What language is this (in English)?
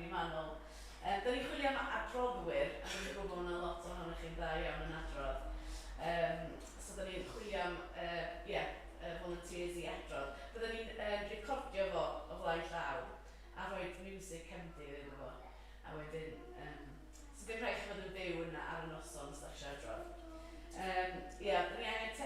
Welsh